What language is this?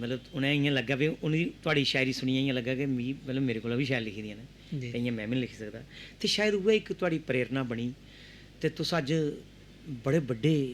Dogri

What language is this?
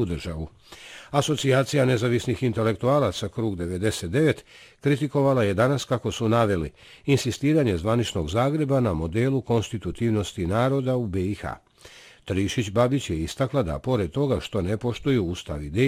Bosnian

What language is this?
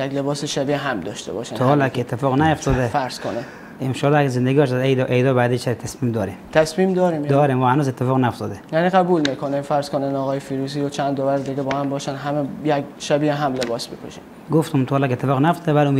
Persian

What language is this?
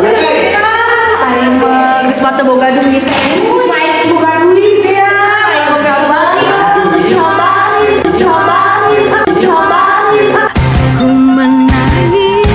Sundanese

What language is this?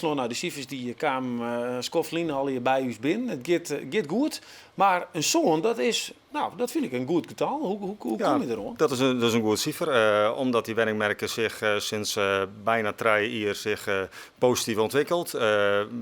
Western Frisian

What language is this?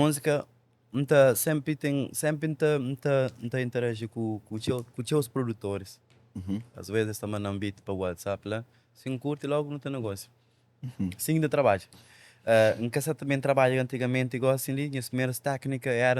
Kabuverdianu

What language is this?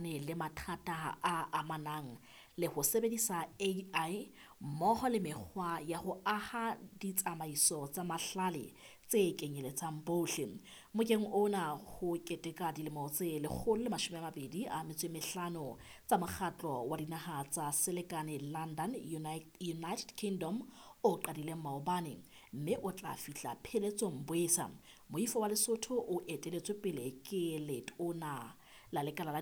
Southern Sotho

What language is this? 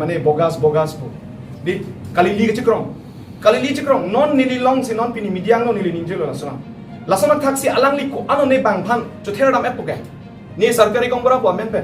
Karbi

